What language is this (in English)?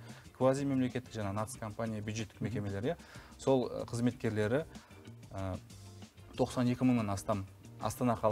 Kazakh